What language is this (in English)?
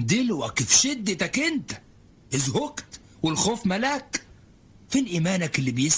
Egyptian Arabic